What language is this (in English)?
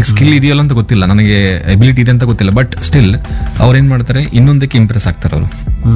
Kannada